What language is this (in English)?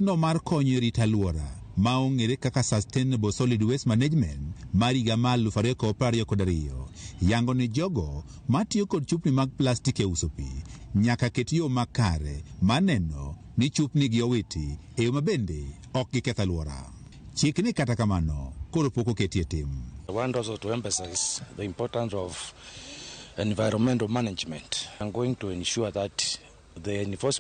Luo (Kenya and Tanzania)